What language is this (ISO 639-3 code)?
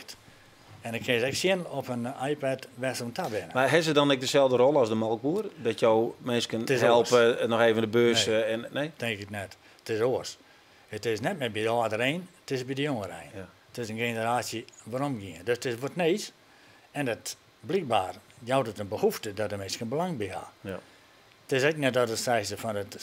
fry